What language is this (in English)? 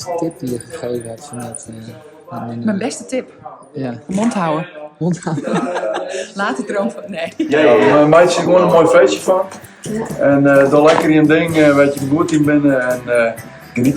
Western Frisian